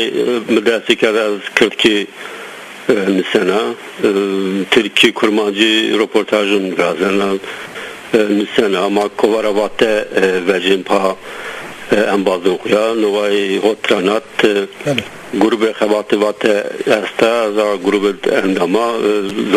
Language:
Zaza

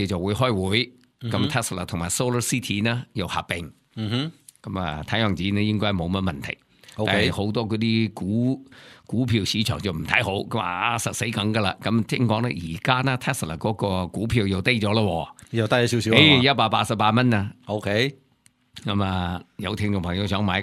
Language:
Cantonese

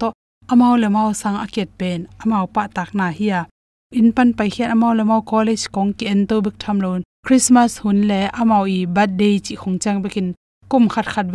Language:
Tedim Chin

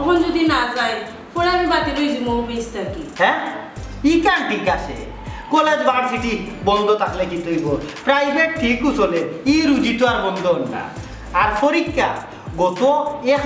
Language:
Sylheti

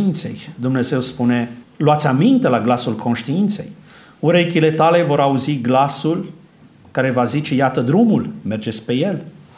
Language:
Romanian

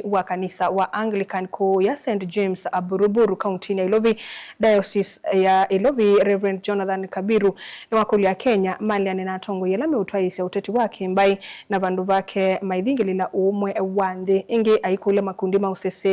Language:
Kamba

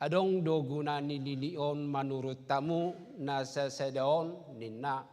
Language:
Batak Toba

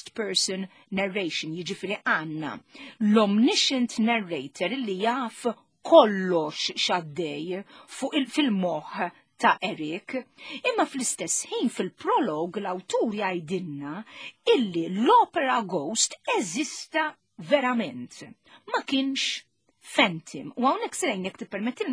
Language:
Maltese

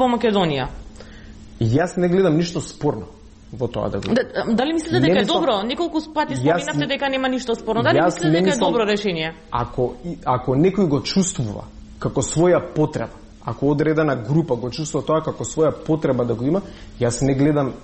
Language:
Macedonian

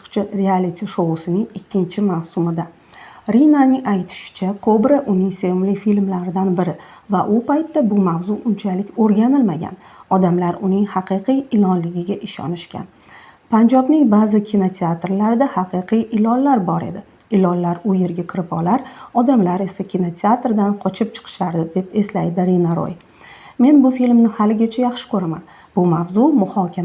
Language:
Uzbek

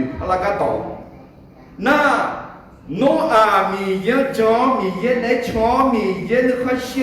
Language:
Akha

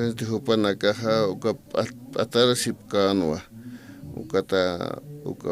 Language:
Aymara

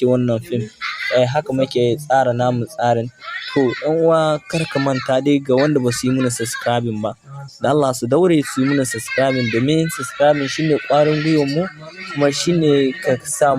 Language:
Hausa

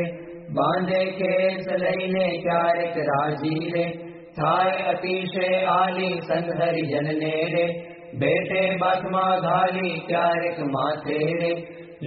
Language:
Gujarati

